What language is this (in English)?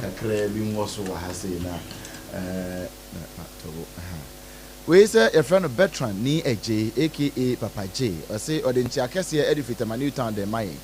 Akan